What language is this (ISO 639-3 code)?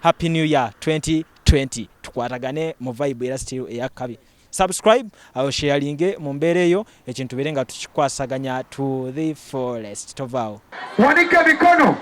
lug